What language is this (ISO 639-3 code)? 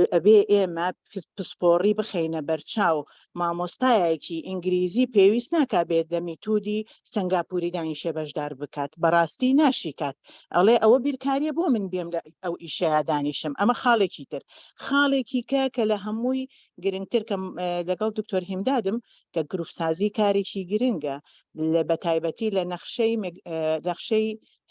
ckb